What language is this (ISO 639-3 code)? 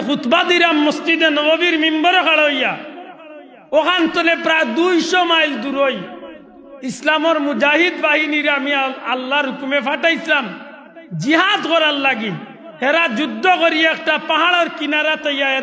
syl